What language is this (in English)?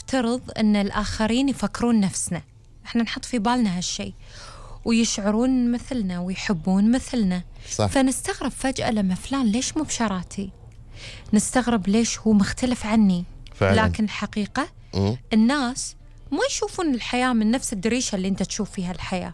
Gulf Arabic